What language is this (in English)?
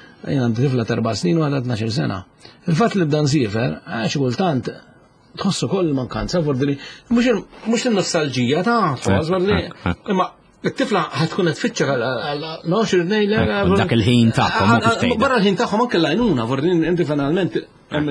Maltese